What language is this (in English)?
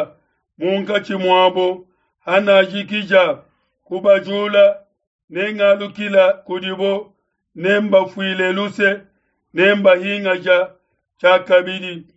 Luba-Lulua